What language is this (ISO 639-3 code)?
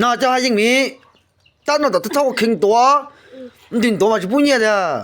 hmn